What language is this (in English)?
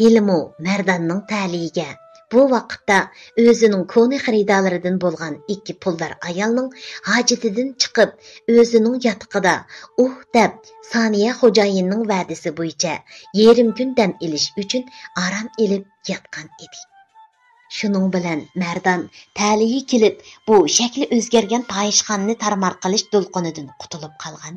Uyghur